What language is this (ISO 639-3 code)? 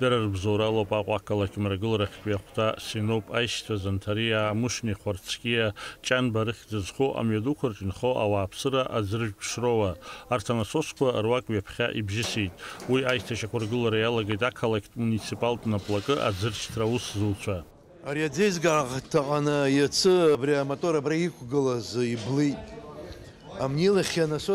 abk